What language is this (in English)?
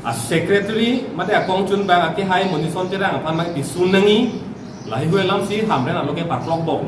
Karbi